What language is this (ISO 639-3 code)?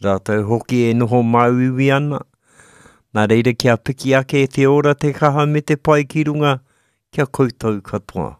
mri